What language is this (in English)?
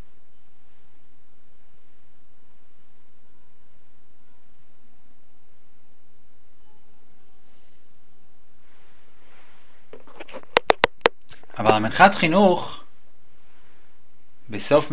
Hebrew